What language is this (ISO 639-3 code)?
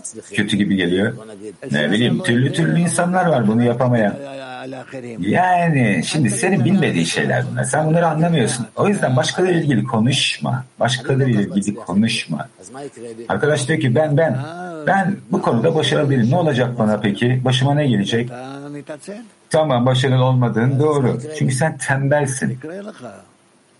tur